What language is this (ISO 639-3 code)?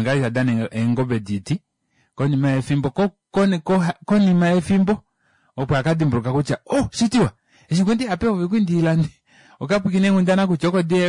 kua